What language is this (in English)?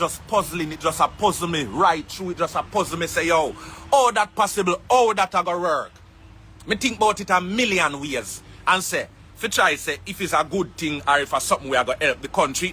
Jamaican Creole English